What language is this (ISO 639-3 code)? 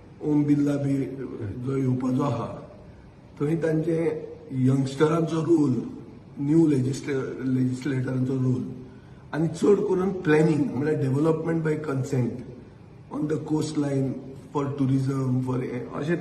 kok